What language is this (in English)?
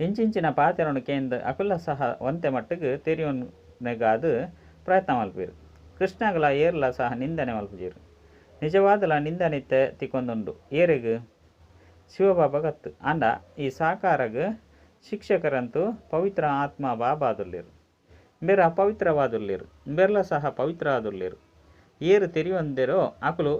Tulu